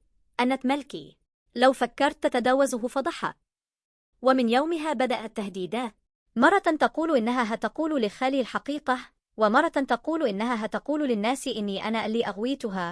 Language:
Egyptian Arabic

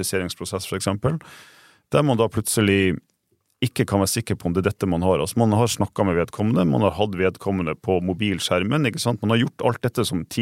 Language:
Norwegian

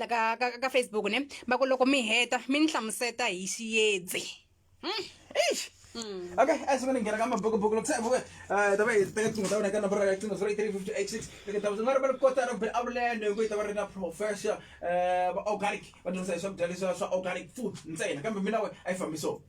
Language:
Tsonga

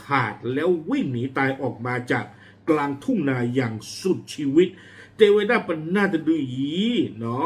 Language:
S'gaw Karen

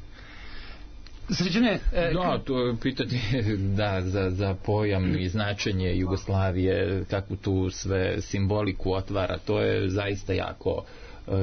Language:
Serbian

